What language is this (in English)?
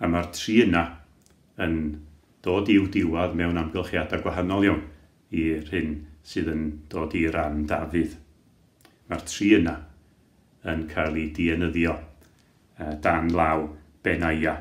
Welsh